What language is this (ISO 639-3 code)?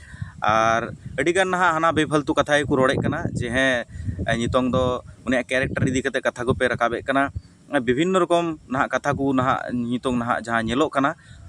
sat